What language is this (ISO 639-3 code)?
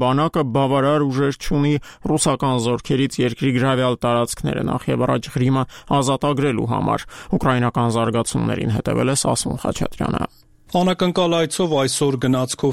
hye